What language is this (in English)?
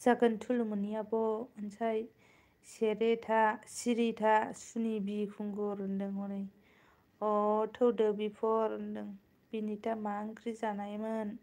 Bodo